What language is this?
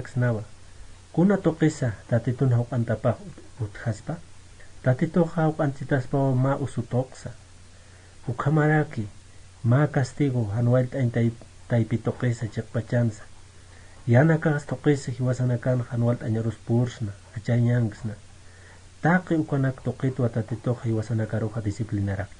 Aymara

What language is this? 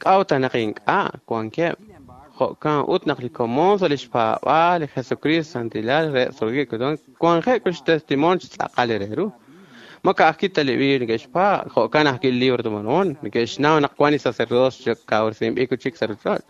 Kekchí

